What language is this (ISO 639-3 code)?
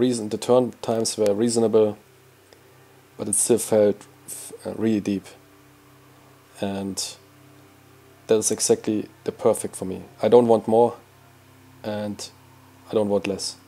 eng